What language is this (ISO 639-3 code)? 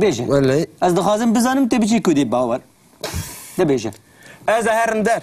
kur